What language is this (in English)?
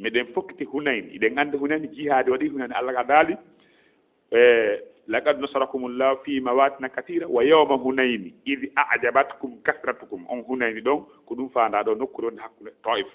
Fula